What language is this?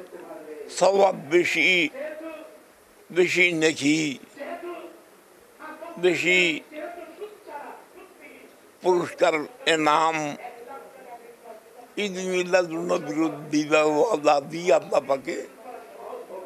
Bangla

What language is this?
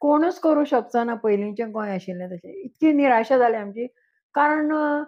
Konkani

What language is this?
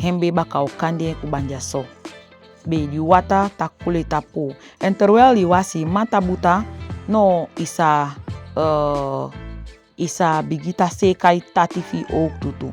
Saramaccan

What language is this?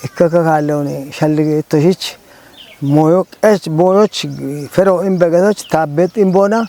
Kafa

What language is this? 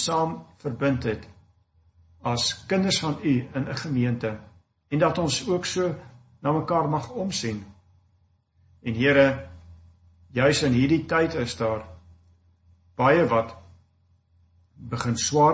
Afrikaans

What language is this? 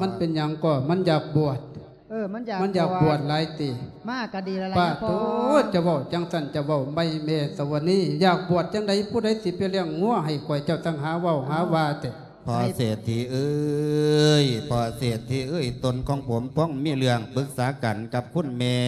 Lao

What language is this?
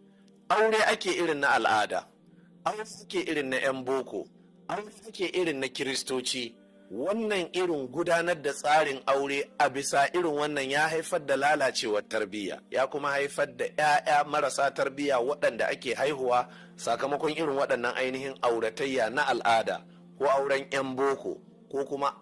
Hausa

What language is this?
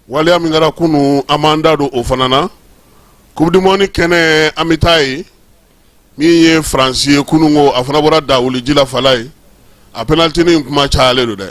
Bambara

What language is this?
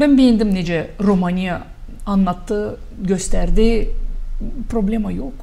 Gagauz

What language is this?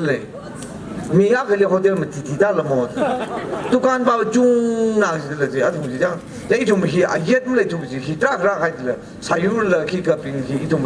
Tangkhul Naga (India)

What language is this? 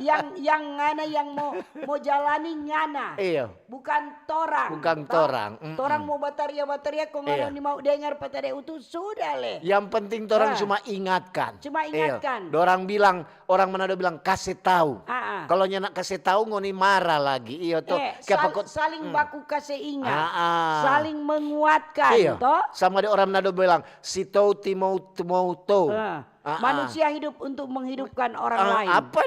Manado Malay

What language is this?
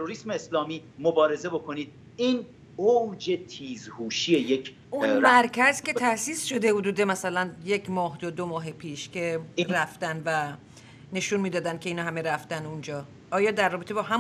Persian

